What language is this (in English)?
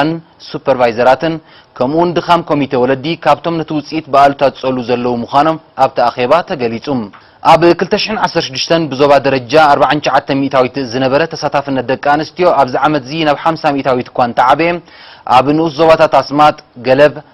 Tigrinya